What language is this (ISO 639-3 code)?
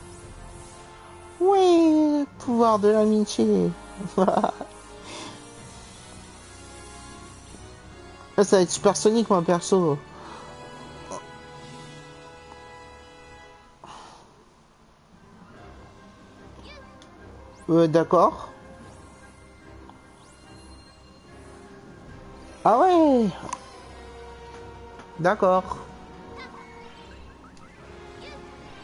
fra